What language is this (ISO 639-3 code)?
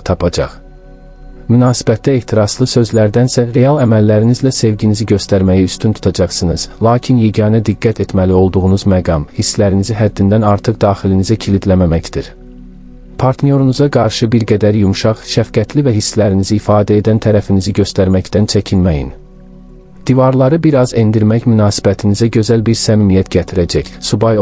aze